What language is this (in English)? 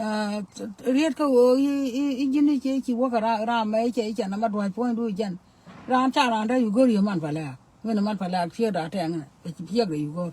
Nuer